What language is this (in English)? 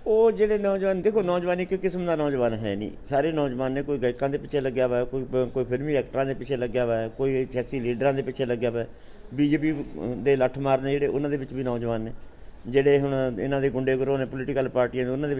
Punjabi